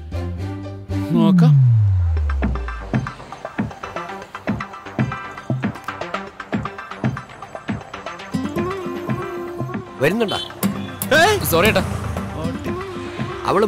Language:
Malayalam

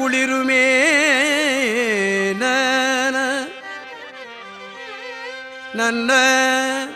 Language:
Tamil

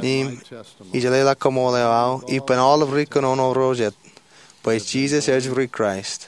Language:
Marshallese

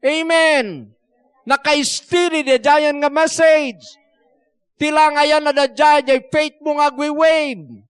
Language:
Iloko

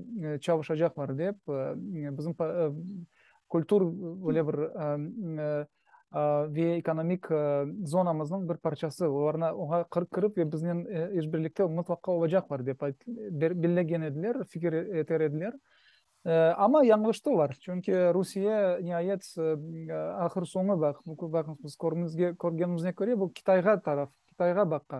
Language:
Crimean Tatar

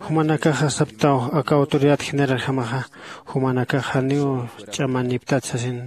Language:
Aymara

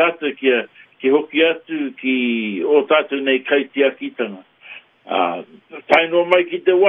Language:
Māori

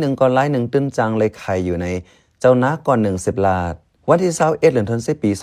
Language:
Shan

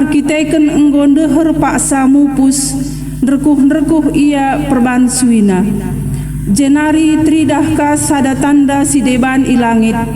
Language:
Batak Karo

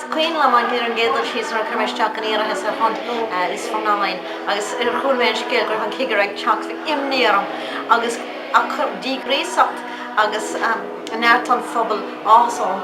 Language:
Irish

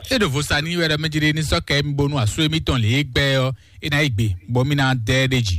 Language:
Fon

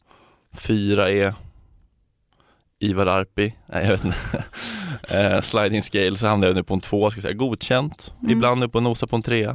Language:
Swedish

